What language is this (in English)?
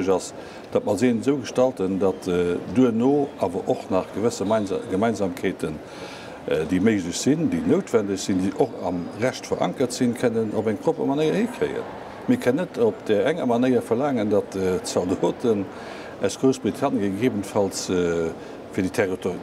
Luxembourgish